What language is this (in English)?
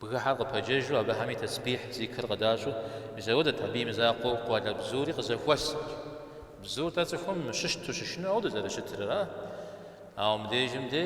Kabardian